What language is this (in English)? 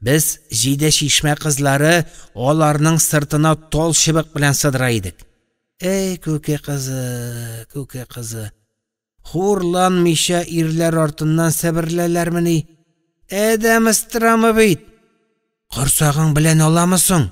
Tatar